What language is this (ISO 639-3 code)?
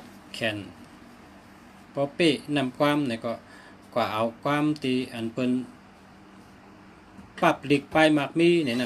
shn